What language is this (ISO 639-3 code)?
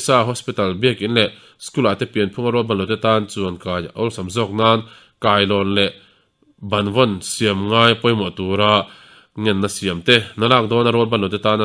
lus